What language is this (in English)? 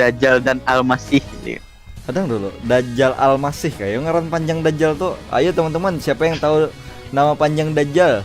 Banjar